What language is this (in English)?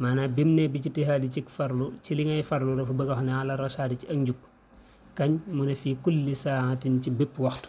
Wolof